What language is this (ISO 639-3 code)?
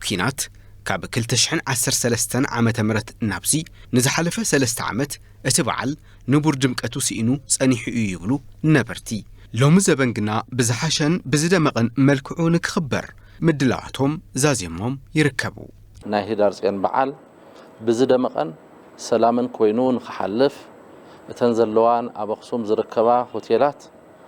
tir